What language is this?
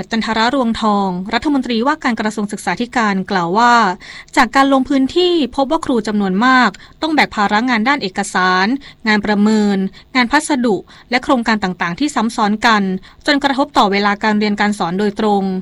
Thai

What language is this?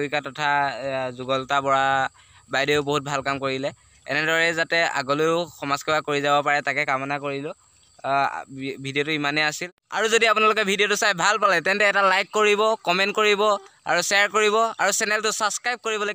Assamese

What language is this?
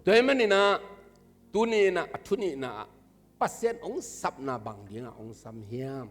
Tedim Chin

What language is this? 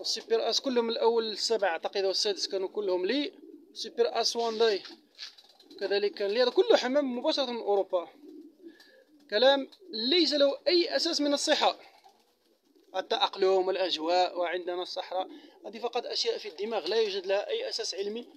Arabic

